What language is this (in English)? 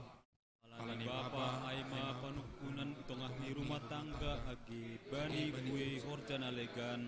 Batak Simalungun